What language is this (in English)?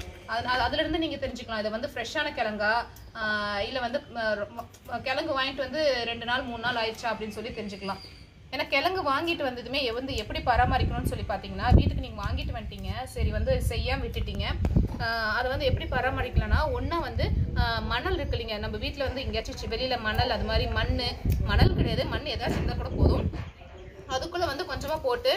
Tamil